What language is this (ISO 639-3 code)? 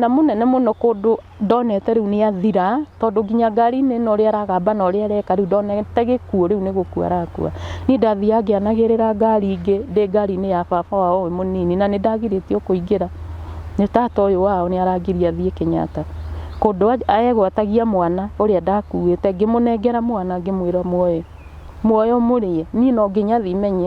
kik